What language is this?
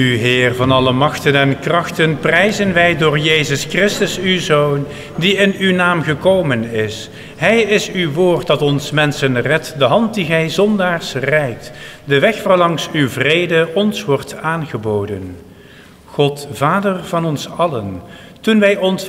Dutch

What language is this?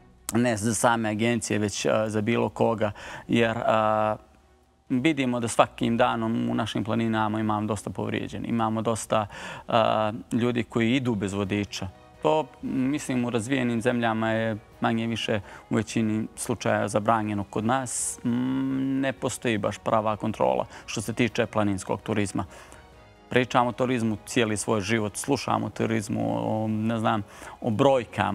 Bosnian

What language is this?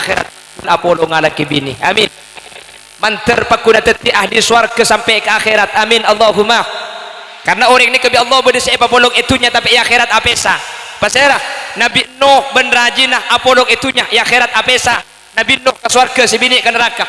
Madurese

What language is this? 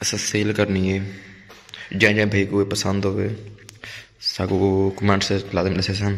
Saraiki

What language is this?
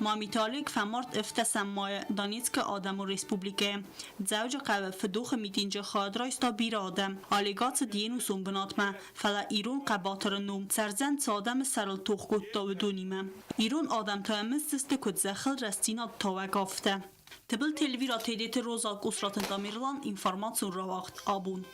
Ossetic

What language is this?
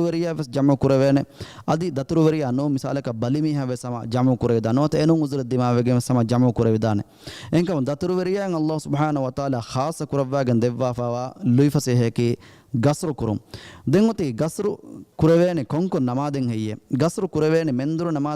Divehi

